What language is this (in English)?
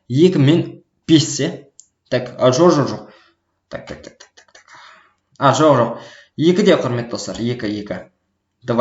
Kazakh